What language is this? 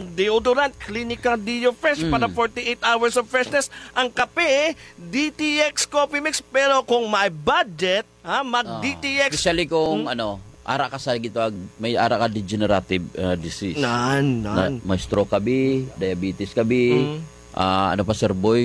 Hiligaynon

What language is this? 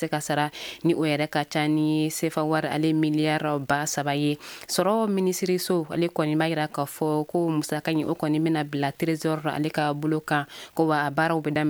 Bambara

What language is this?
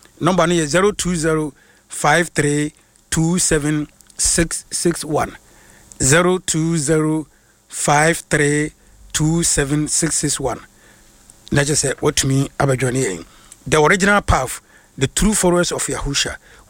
Akan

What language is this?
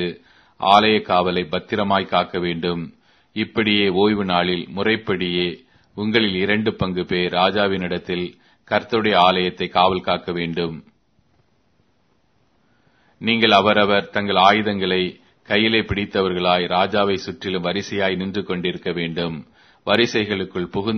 Tamil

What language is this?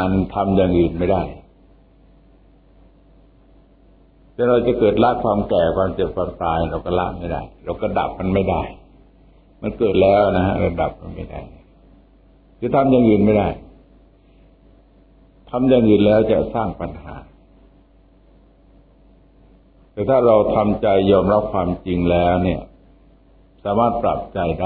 Thai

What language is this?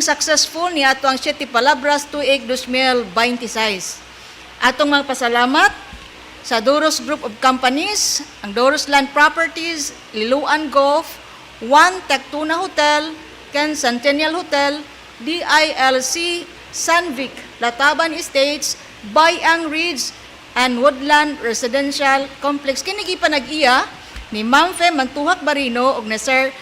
Cebuano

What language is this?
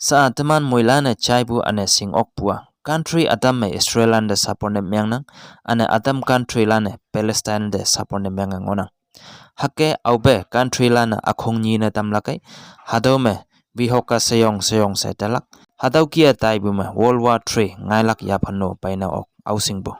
Konyak Naga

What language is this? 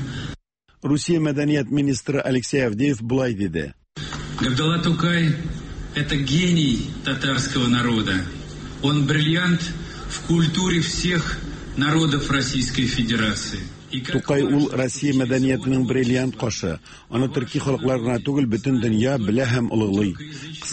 Tatar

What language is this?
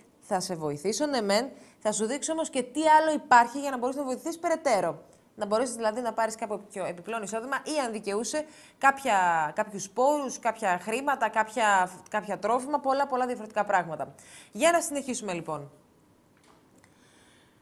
Greek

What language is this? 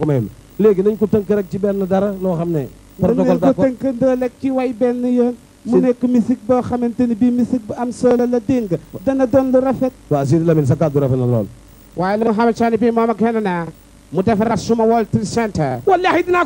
Wolof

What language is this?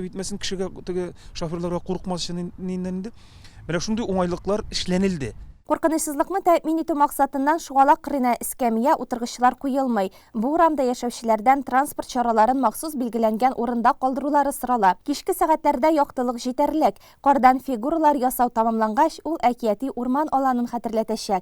Tatar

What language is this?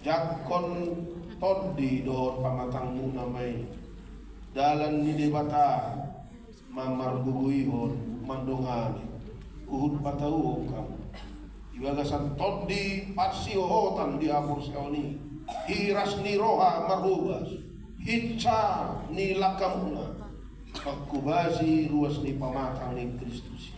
Batak Toba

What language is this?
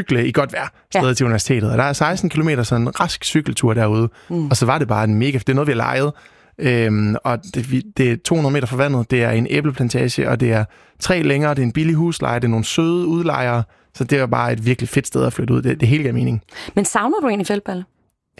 Danish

